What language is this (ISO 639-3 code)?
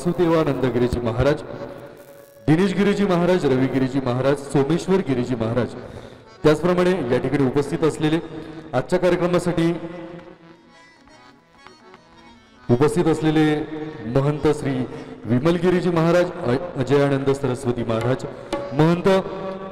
mar